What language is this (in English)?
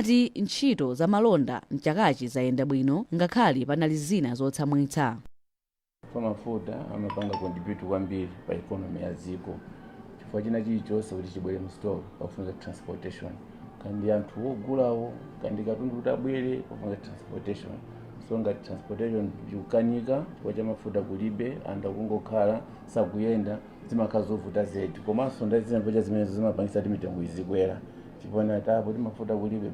Nyanja